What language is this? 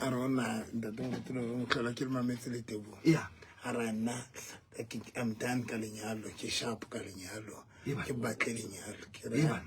Southern Sotho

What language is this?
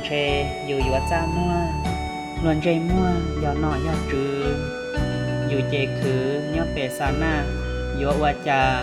Hmong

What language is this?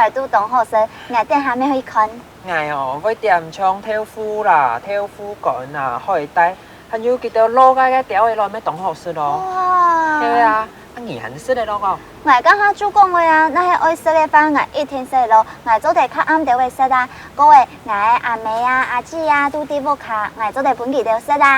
Hakka Chinese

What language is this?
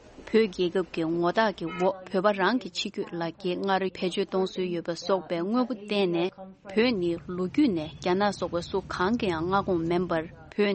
Tibetan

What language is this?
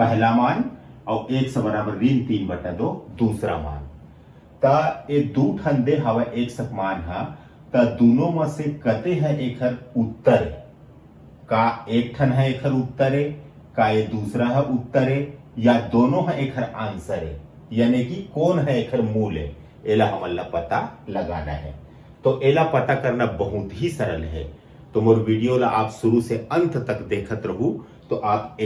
Chhattisgarhi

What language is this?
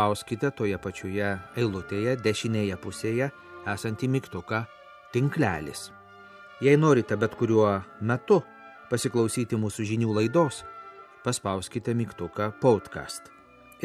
Lithuanian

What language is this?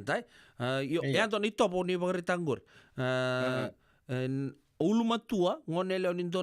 Fijian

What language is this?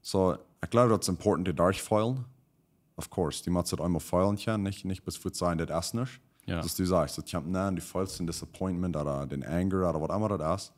Plautdietsch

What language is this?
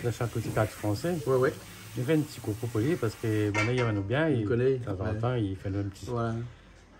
Réunion Creole French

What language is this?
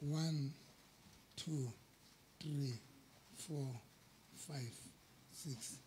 Southern Sotho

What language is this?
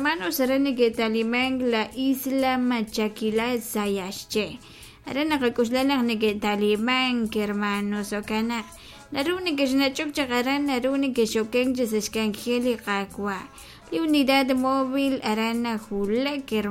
Kekchí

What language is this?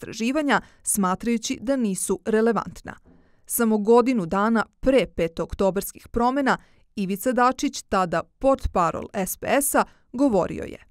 Serbian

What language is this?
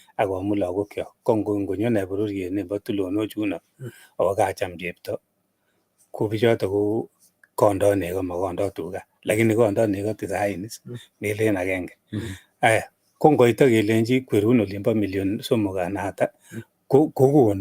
Kalenjin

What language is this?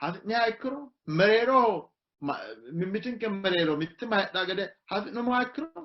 Sidamo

